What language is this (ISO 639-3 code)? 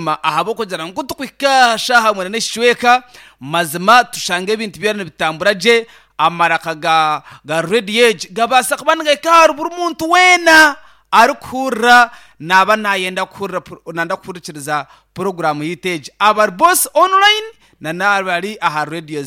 nyn